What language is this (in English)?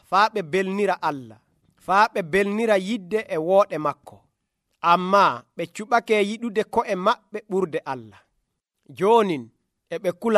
Nigerian Fulfulde